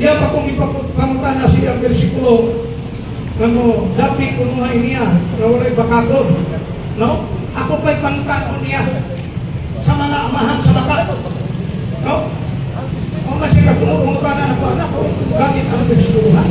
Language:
Cebuano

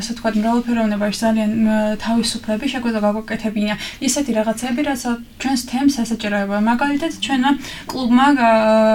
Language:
Georgian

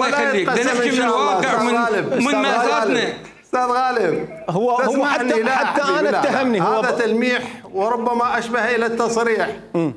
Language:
Mesopotamian Arabic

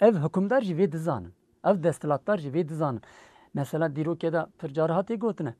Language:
Kurdish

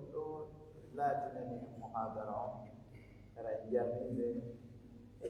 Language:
Pular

